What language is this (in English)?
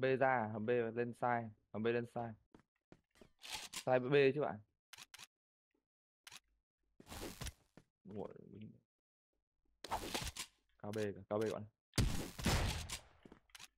Vietnamese